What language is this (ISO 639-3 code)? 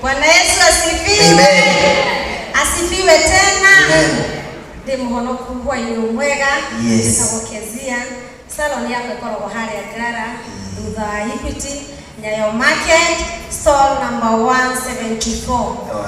kik